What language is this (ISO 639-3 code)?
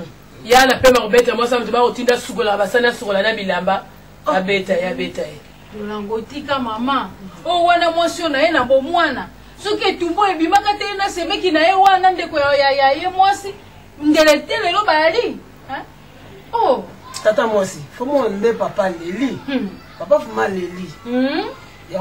lin